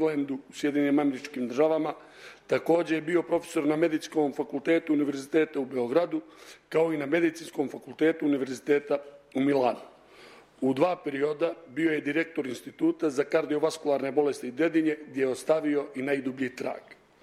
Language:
Serbian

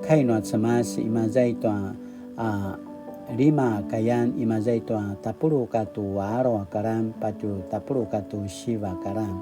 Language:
Paiwan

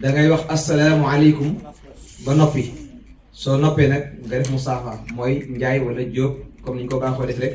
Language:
Wolof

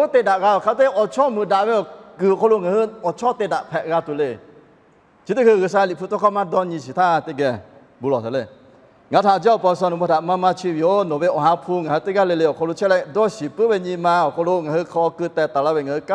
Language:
Lahu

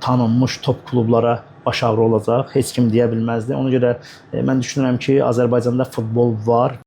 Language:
Azerbaijani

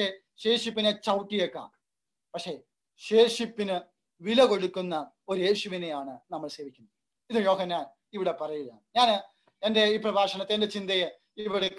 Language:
Malayalam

